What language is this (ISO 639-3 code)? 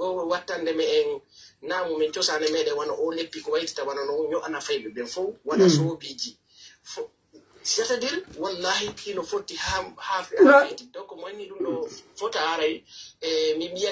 fuf